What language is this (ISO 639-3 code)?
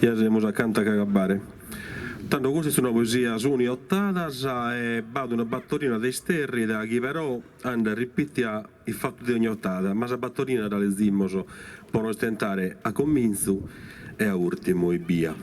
srd